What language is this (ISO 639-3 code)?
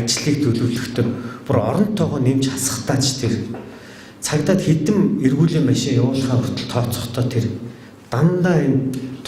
mon